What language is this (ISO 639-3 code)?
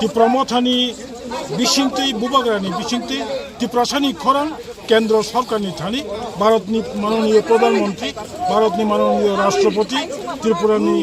trp